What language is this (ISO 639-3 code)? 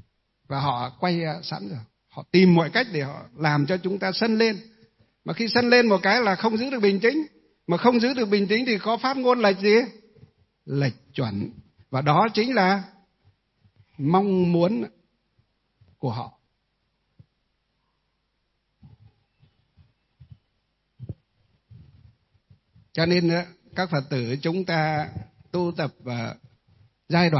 vie